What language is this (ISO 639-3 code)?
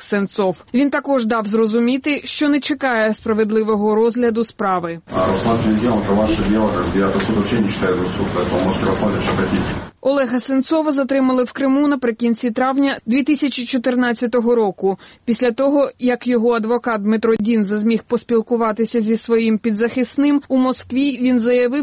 ukr